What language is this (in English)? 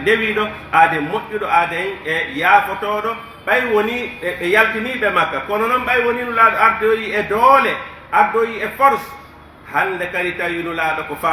Pular